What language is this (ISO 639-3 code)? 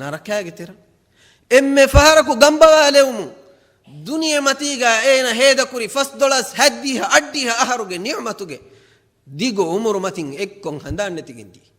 div